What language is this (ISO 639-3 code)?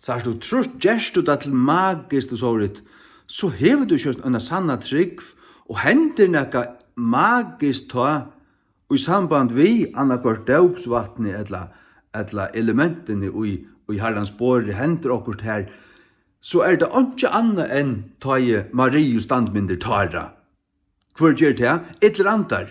fao